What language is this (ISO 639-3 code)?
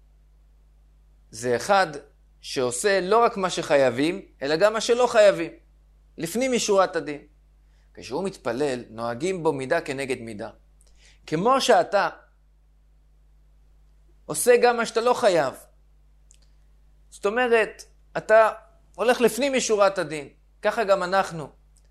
heb